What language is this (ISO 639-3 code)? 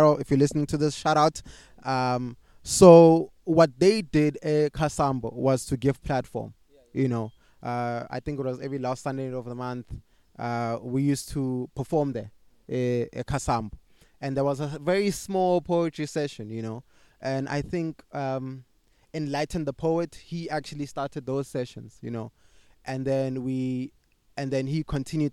eng